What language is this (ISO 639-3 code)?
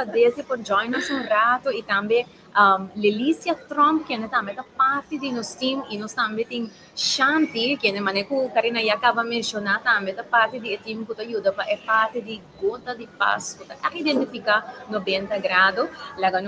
pap